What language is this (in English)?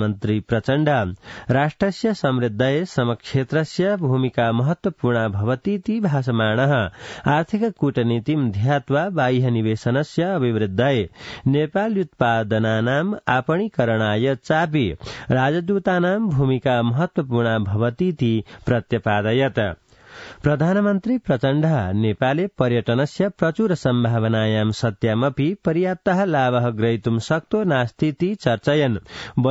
Sanskrit